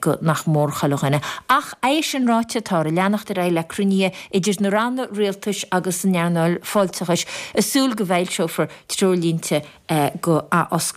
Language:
Irish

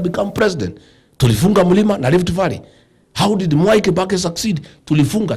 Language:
Swahili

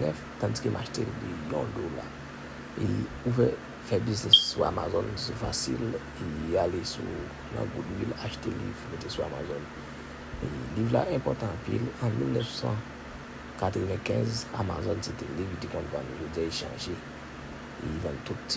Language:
Haitian Creole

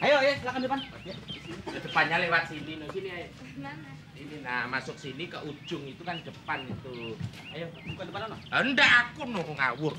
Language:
Betawi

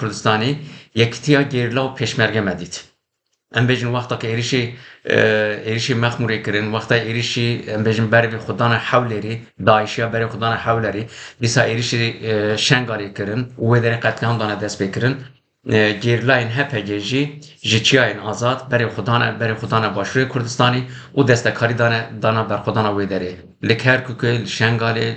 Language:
Kurdish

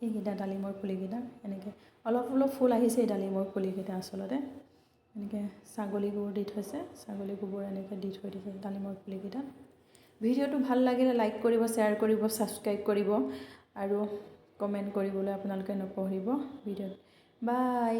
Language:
Assamese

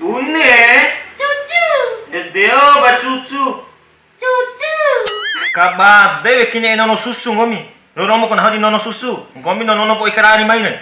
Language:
Bima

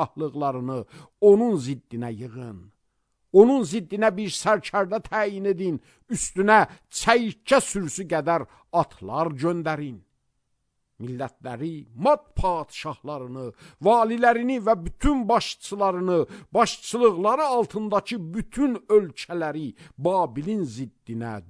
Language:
Azerbaijani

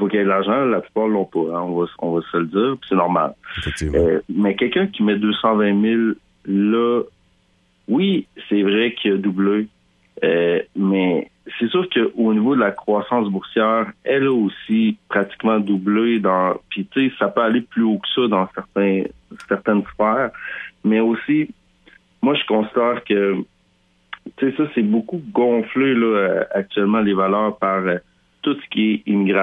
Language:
French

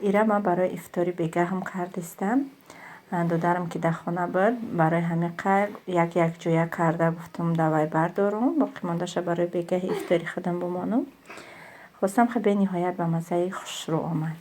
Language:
Tajik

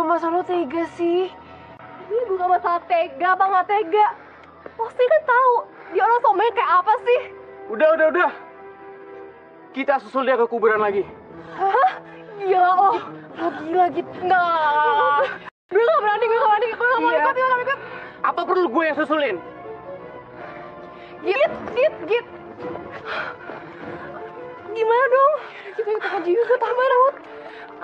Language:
Indonesian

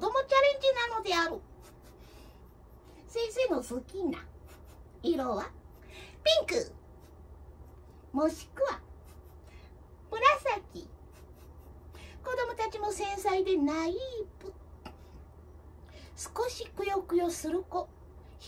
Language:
Japanese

